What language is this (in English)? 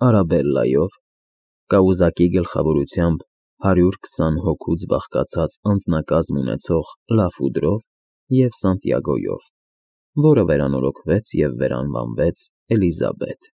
Armenian